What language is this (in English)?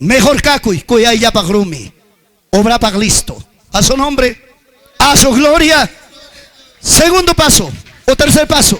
Ayacucho Quechua